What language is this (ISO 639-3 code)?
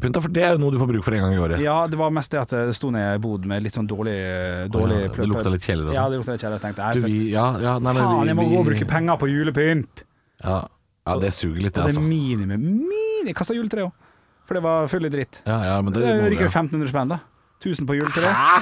nor